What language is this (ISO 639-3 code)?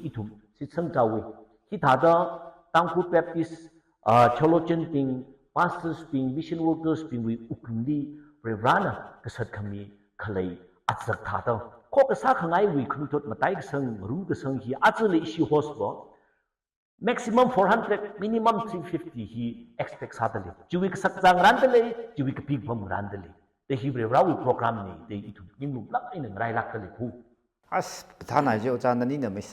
nmf